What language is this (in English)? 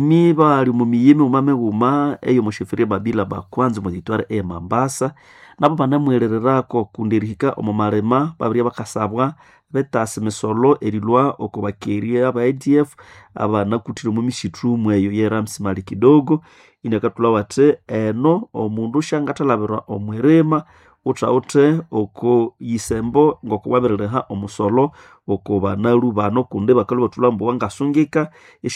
Nande